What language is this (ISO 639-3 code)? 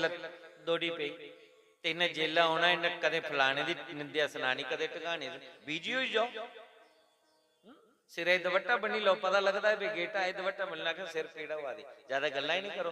doi